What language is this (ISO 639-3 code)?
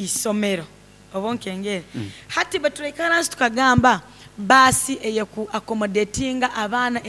nyn